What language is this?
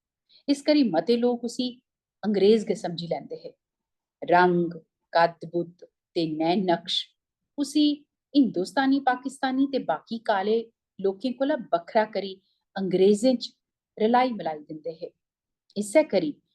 Dogri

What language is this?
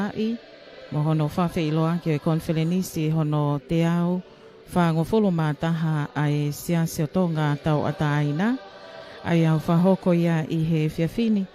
Tongan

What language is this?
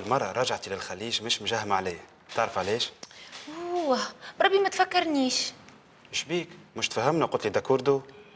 Tunisian Arabic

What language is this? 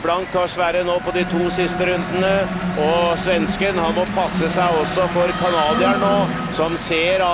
Norwegian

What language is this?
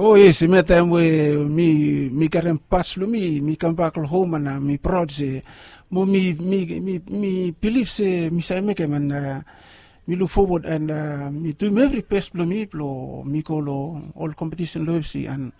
Bislama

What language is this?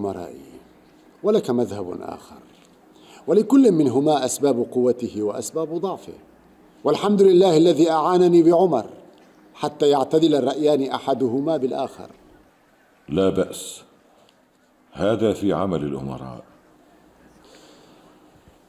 Arabic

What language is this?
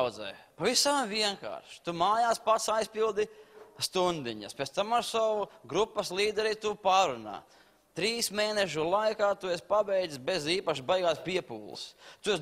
Latvian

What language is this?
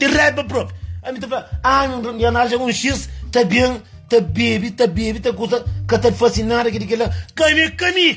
Kabuverdianu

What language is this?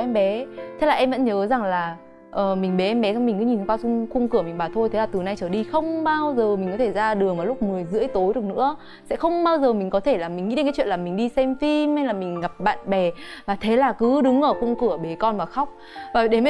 Vietnamese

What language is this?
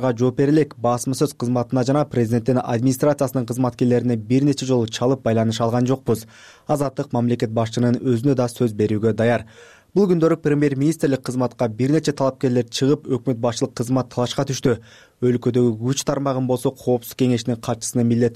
Kyrgyz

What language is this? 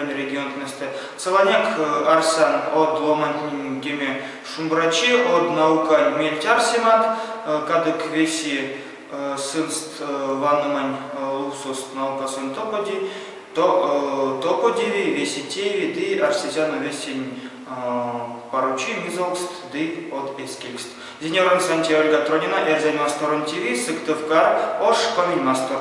Erzya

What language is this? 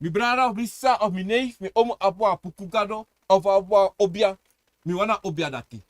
Sranan Tongo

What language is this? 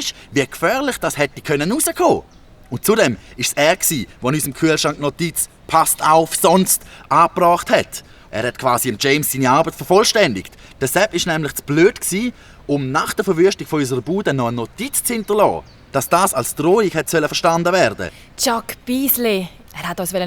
Swiss German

